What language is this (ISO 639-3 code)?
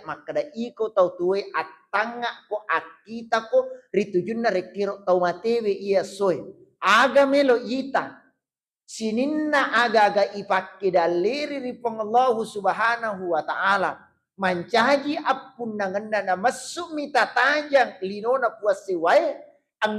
bug